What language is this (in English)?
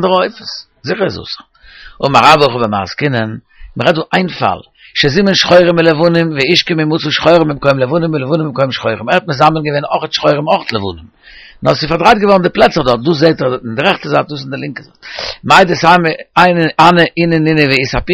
Yiddish